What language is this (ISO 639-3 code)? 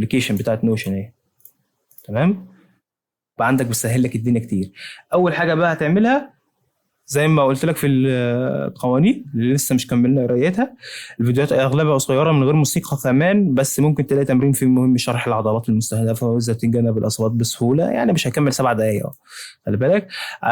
arz